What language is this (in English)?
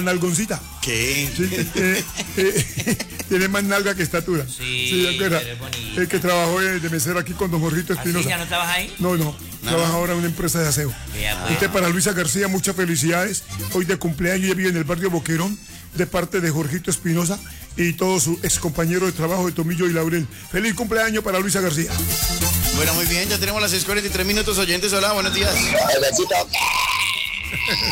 Spanish